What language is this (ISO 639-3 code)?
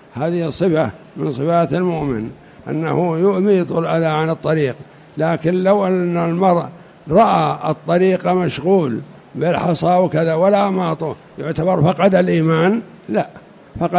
ara